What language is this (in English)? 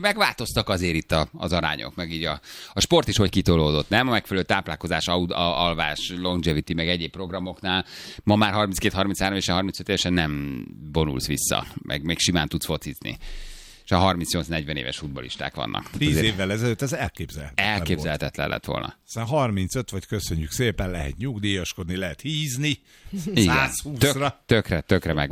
Hungarian